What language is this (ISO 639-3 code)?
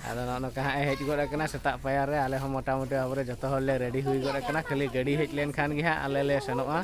sat